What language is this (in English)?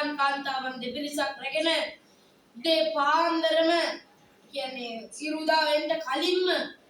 Sinhala